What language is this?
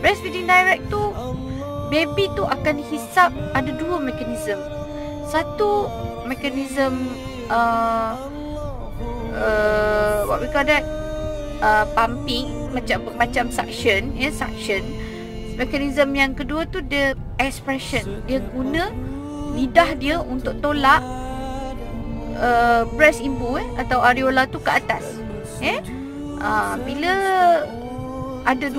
Malay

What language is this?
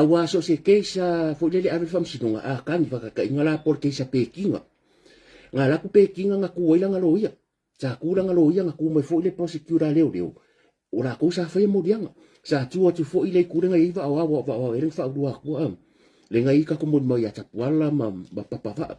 Samoan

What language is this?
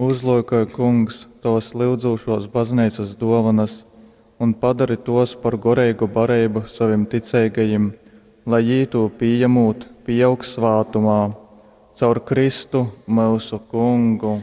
Latgalian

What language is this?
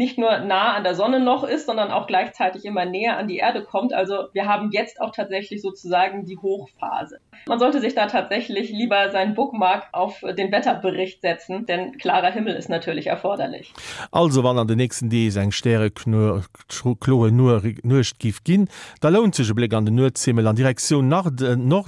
Luxembourgish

